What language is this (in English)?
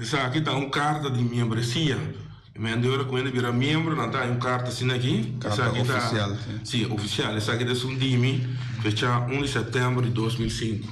Papiamento